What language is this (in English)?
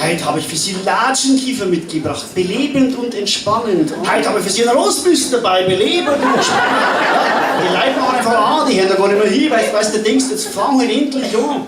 Bavarian